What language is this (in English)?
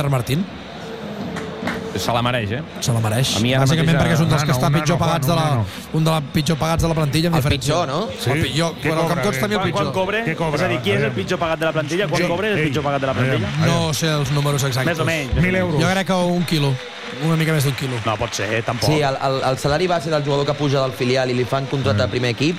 Catalan